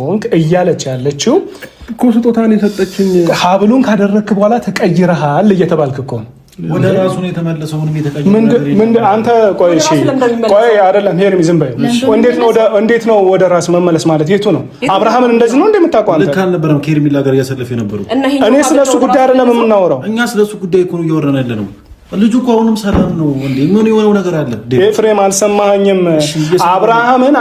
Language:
Amharic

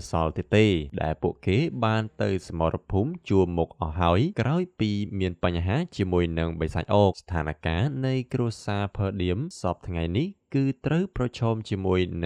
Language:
Khmer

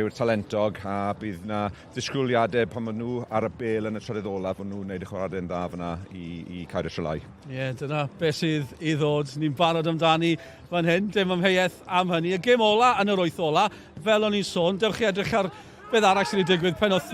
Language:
Welsh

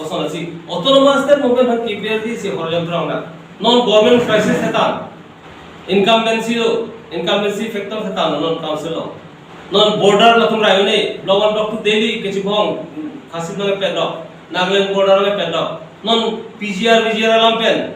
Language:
Karbi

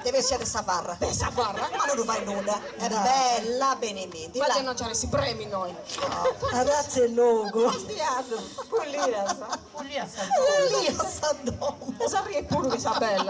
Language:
Sardinian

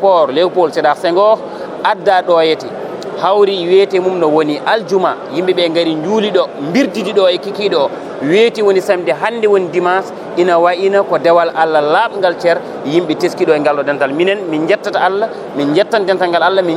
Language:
Fula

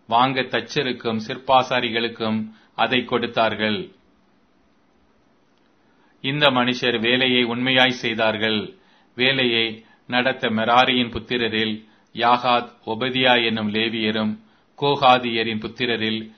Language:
Tamil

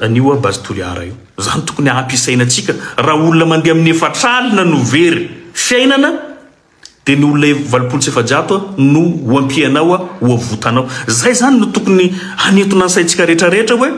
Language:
Malagasy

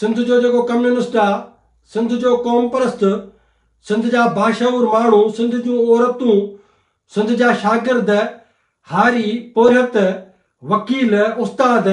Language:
Sindhi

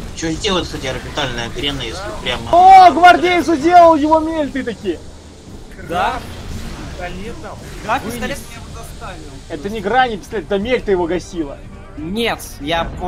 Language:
Russian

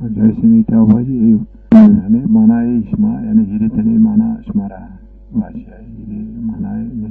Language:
Zaza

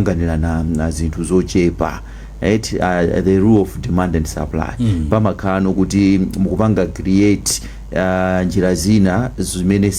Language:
Nyanja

